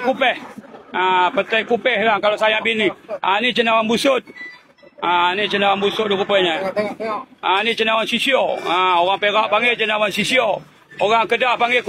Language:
Malay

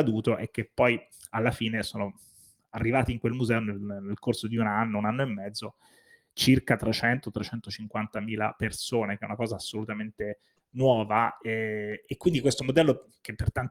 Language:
Italian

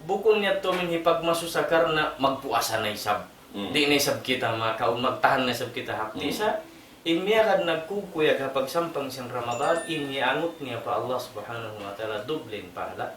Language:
Tausug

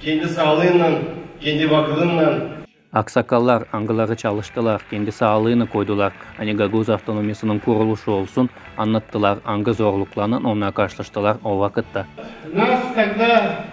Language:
Gagauz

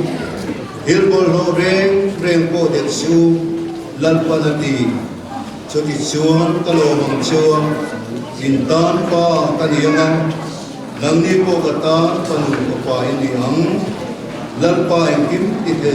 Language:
Mizo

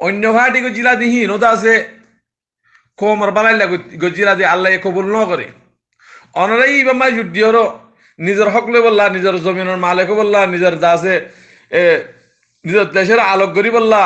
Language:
Rohingya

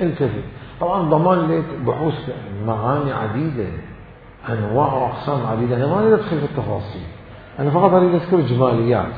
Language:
Mesopotamian Arabic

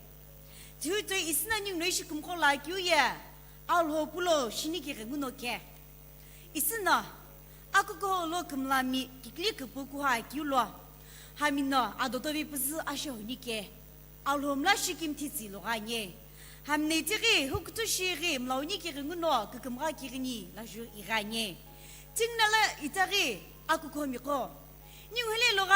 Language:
Sumi Naga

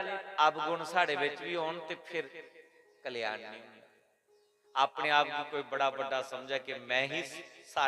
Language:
Dogri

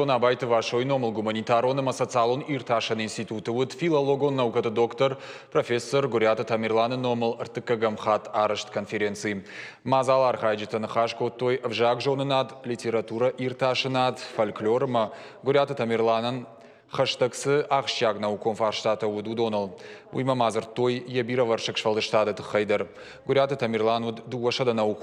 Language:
Ossetic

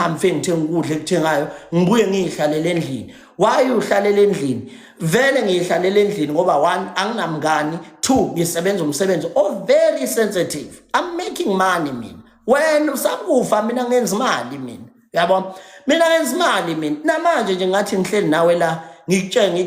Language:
Zulu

